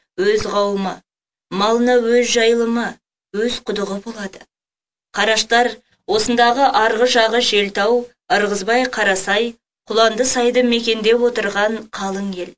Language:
Kazakh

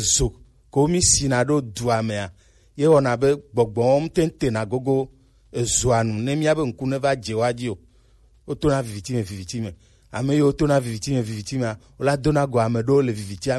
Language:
Gen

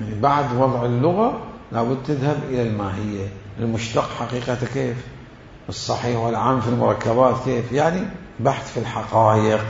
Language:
Mesopotamian Arabic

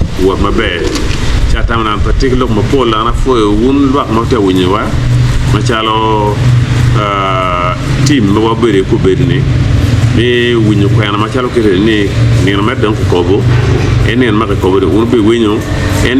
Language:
Acoli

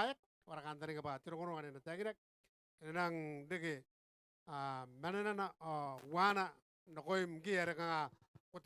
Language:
Gilbertese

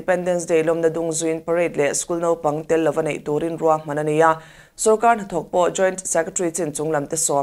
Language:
Mizo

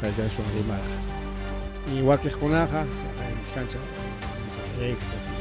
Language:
Ayacucho Quechua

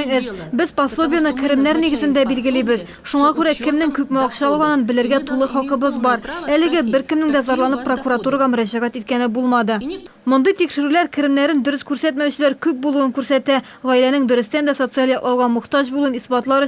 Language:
Tatar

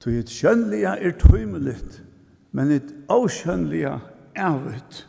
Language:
Faroese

